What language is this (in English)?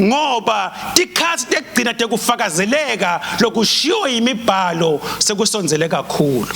Swati